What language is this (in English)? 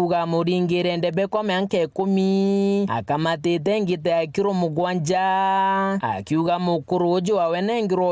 Meru